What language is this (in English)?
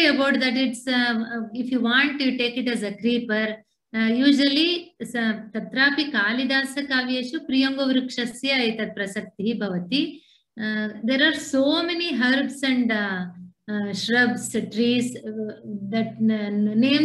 Sanskrit